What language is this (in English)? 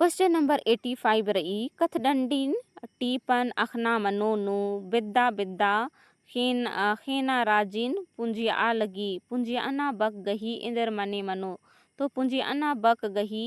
Kurukh